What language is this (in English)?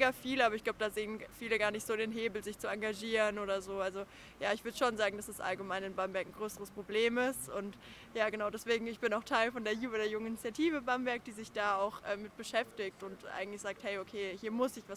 German